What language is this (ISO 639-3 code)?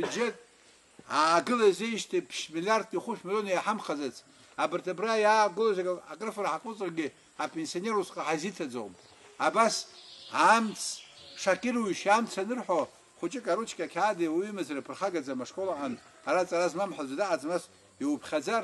abk